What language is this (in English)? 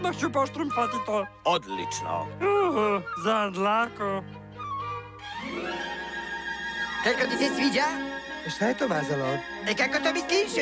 Serbian